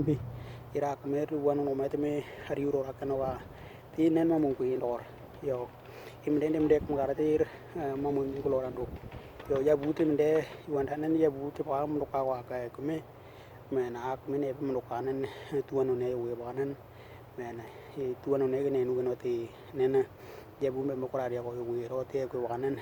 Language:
Western Dani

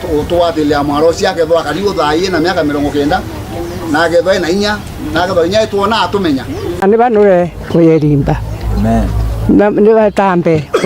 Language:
Meru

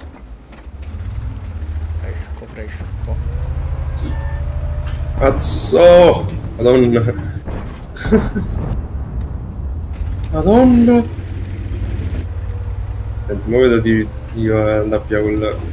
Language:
Italian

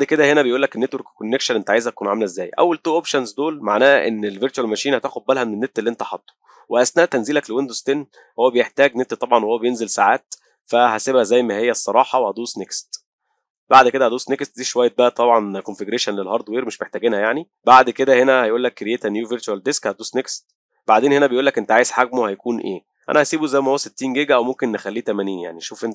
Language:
Egyptian Arabic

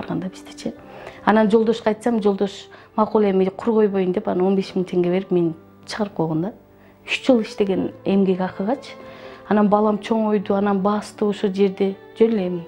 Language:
Kyrgyz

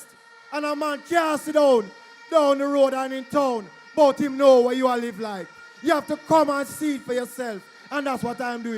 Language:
Jamaican Creole English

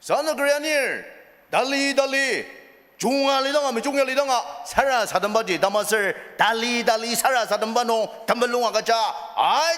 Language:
Ao Naga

